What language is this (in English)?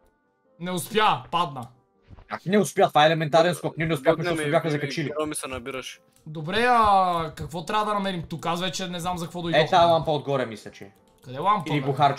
Bulgarian